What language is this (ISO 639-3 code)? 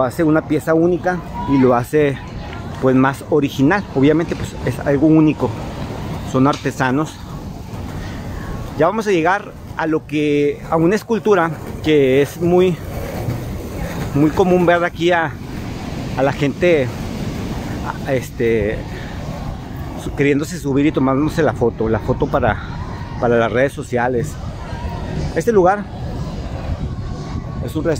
spa